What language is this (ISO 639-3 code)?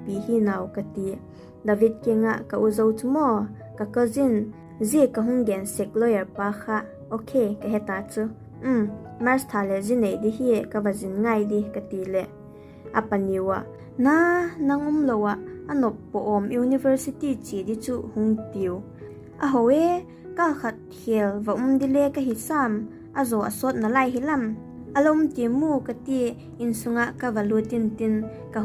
vap